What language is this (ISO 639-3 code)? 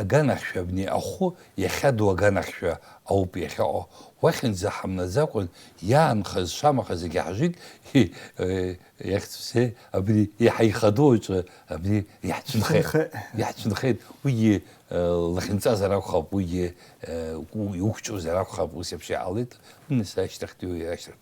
abk